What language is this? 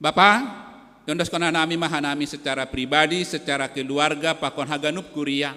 Batak Simalungun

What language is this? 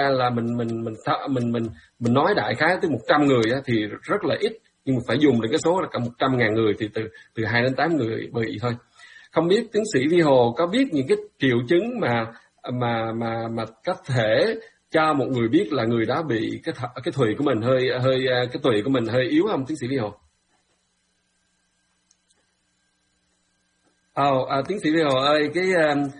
Vietnamese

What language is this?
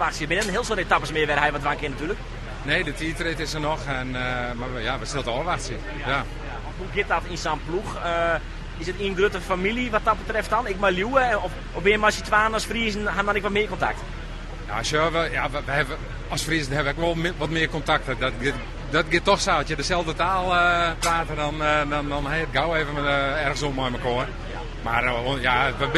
Western Frisian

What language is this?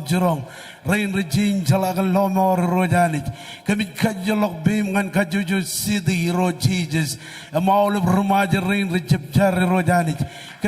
Marshallese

